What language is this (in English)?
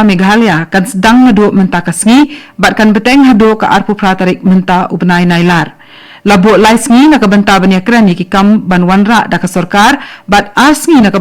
Khasi